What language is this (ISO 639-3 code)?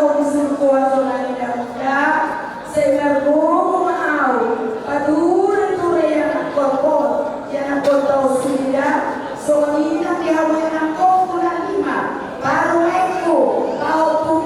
bbc